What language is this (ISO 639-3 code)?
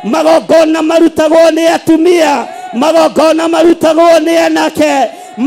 kik